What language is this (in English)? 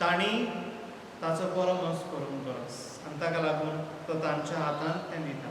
Konkani